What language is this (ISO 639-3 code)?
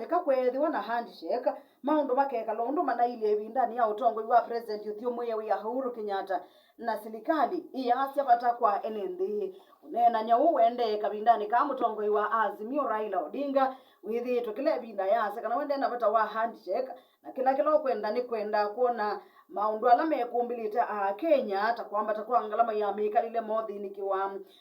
kam